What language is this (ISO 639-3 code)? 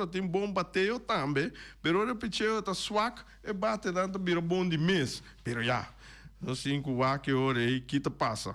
pap